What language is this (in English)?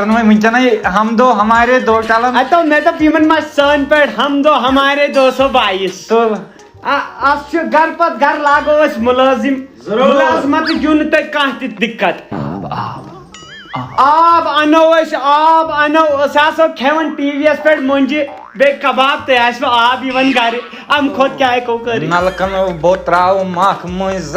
Kashmiri